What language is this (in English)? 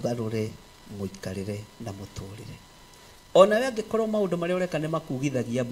Kikuyu